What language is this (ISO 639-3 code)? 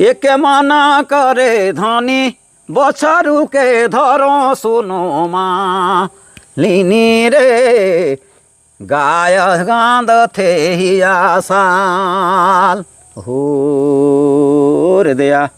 sck